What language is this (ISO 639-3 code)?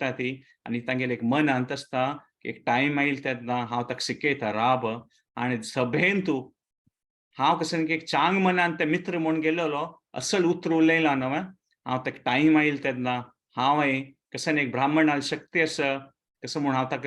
kok